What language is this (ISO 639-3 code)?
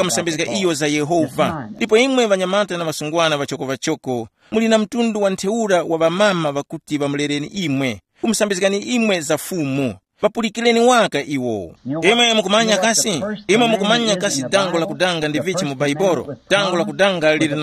tum